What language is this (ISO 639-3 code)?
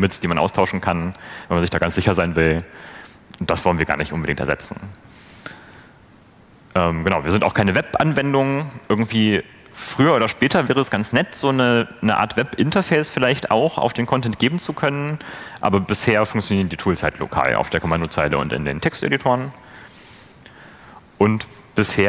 deu